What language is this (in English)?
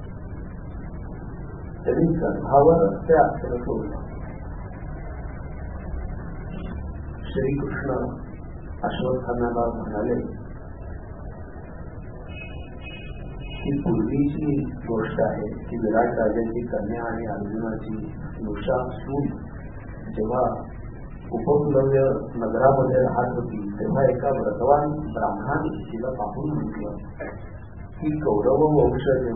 Marathi